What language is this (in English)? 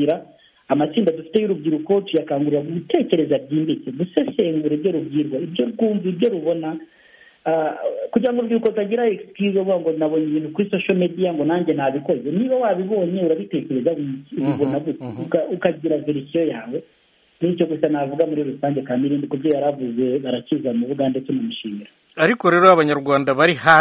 Kinyarwanda